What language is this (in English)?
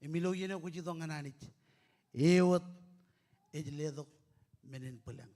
Marshallese